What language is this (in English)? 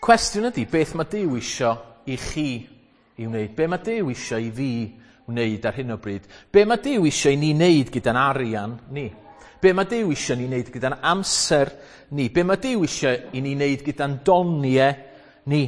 Welsh